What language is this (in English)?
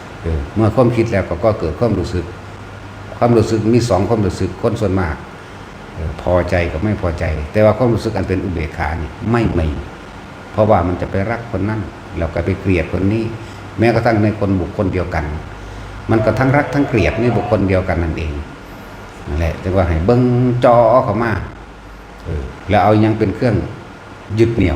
Northeastern Thai